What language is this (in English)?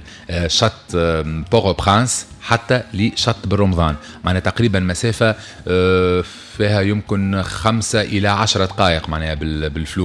Tunisian Arabic